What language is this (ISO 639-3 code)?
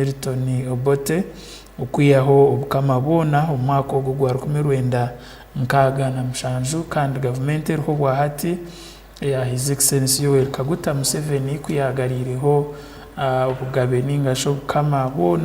ttj